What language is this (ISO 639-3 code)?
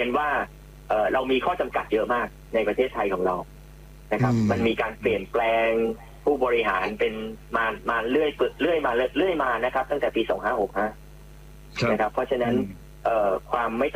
tha